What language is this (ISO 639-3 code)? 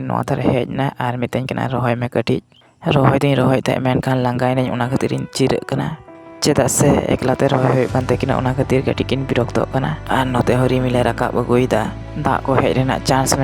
sat